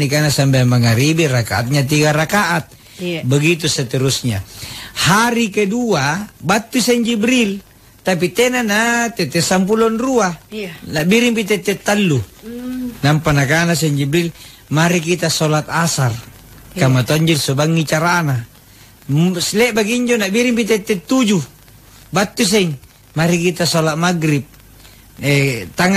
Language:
Makasar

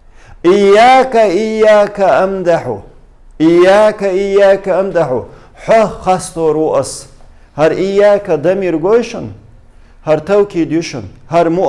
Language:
Chechen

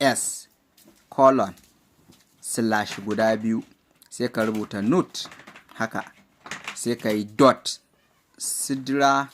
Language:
Hausa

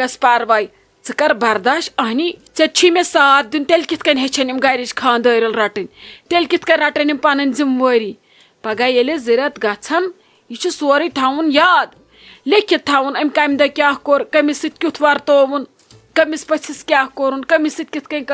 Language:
Kashmiri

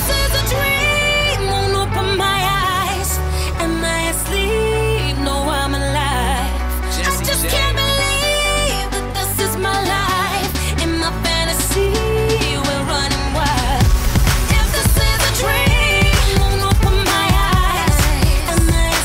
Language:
English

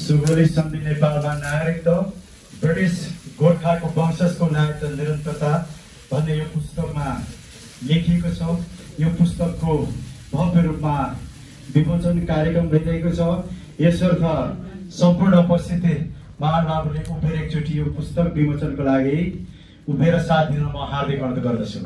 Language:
Nepali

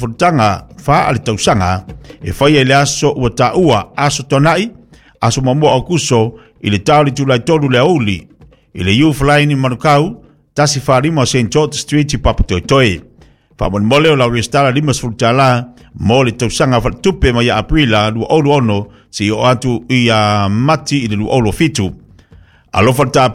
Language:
Samoan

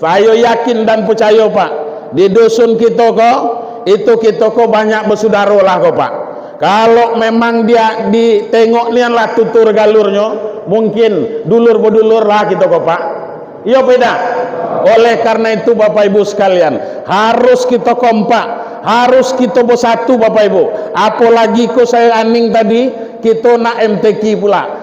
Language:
Minangkabau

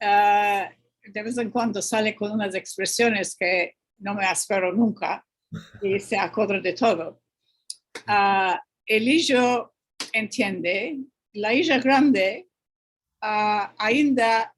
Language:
Ladino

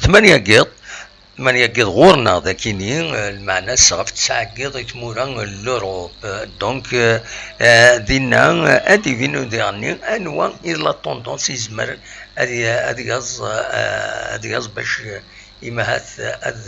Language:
Kabyle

